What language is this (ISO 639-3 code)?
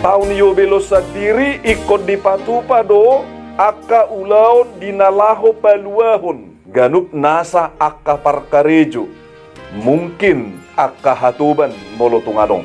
bbc